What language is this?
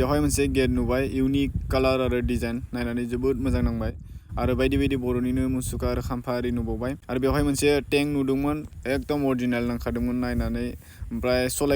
Bodo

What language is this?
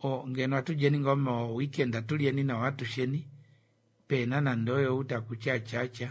Kuanyama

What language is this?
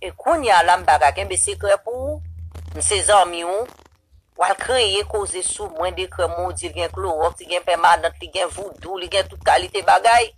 Haitian Creole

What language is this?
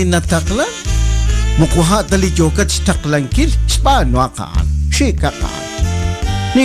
Kekchí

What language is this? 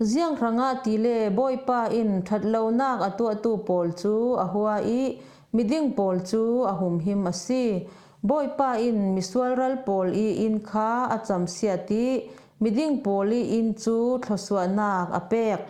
Falam Chin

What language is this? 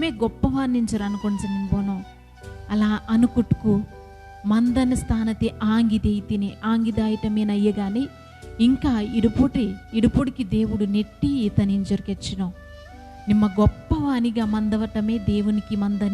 Koya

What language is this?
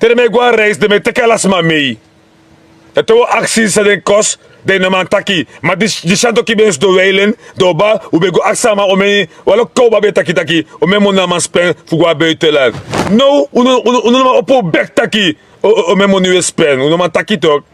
Sranan Tongo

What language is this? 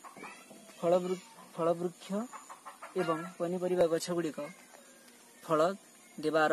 Odia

